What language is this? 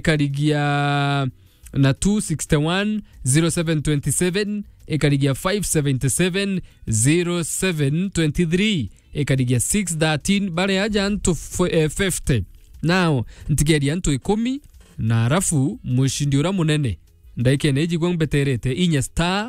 Meru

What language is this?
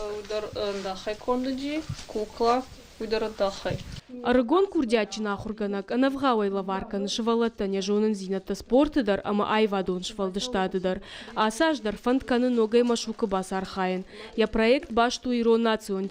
Ossetic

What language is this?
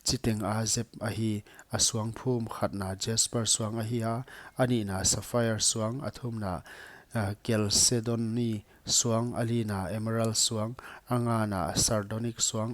Paite Chin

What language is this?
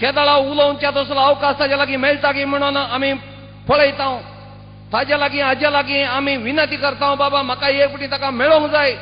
Konkani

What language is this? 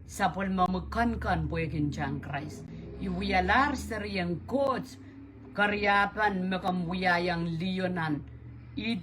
Pohnpeian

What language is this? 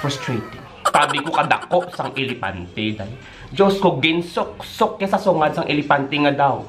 Hiligaynon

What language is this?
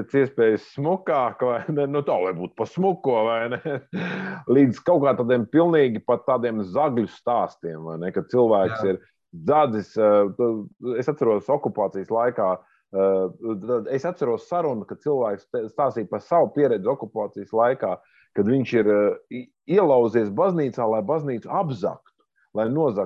Latvian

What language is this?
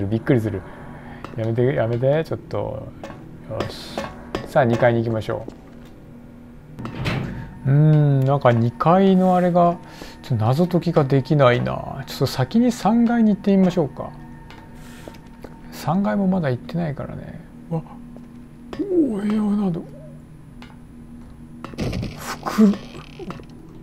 Japanese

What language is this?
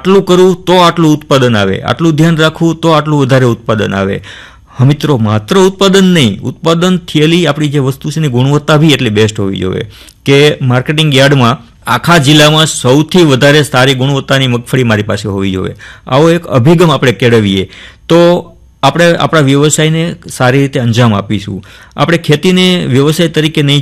Gujarati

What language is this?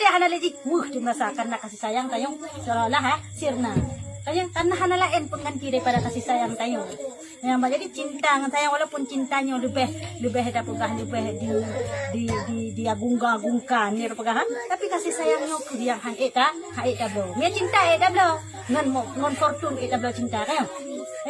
Achinese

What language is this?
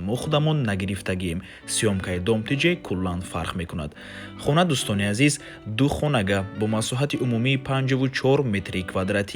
Tajik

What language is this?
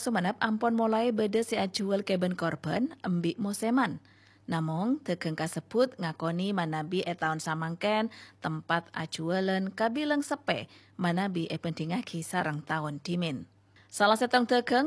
Madurese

